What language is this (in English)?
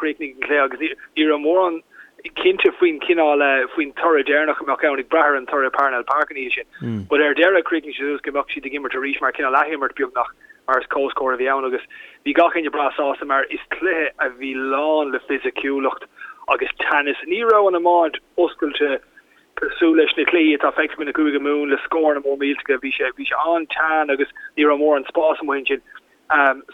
Irish